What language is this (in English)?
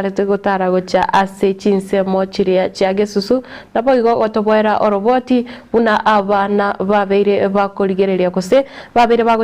Gusii